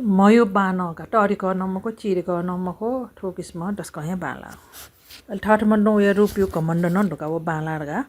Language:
Newari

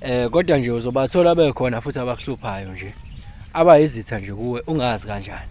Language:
Zulu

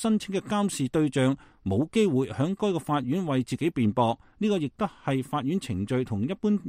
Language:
Cantonese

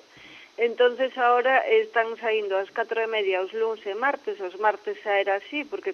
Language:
Galician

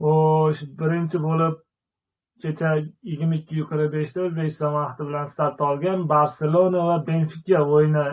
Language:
Uzbek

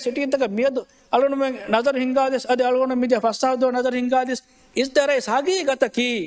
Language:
Divehi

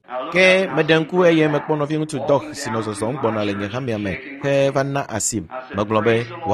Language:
Ewe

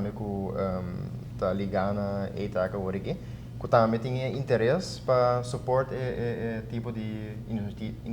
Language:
Papiamento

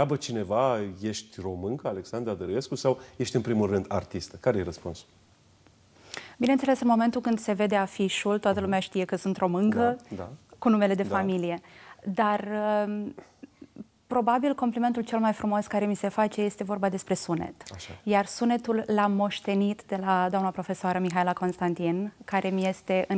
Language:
Romanian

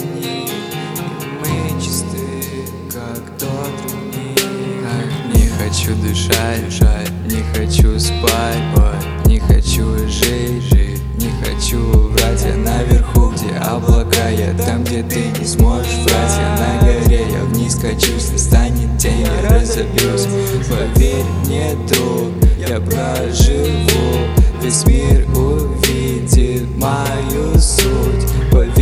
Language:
Russian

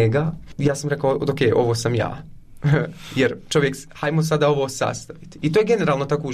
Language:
Croatian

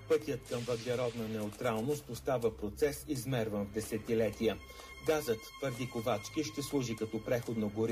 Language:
Bulgarian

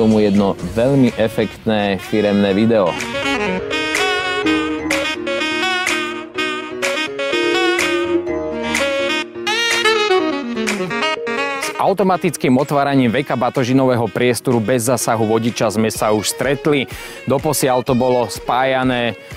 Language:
Slovak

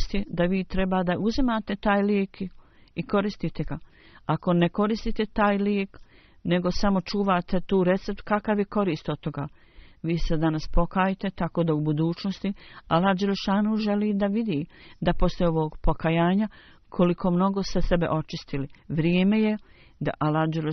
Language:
Bosnian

